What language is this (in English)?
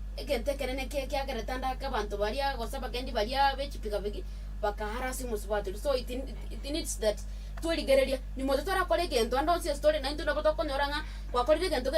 Gusii